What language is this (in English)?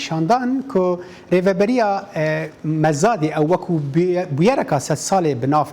Kurdish